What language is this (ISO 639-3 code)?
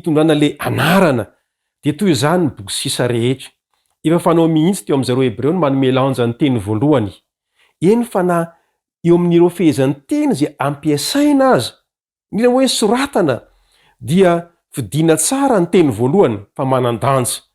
mlg